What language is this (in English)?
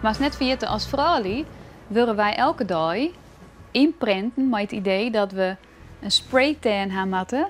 Western Frisian